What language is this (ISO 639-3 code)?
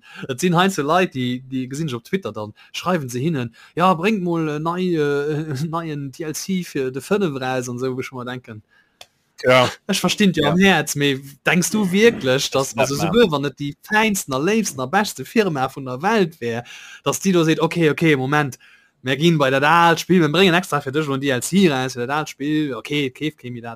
ltz